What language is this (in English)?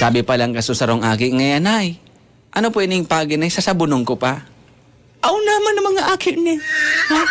Bikol